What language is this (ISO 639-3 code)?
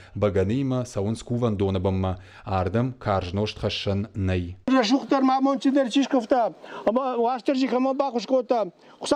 oss